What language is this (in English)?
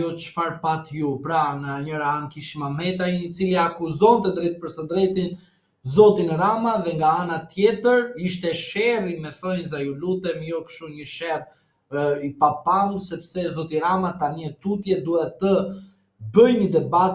Albanian